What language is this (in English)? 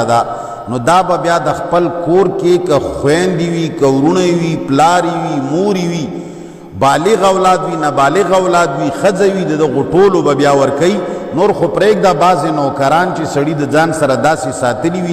Pashto